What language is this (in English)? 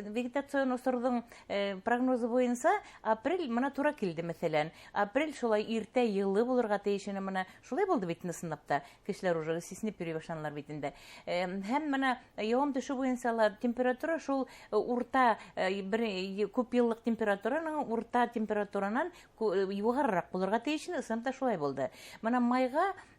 Bashkir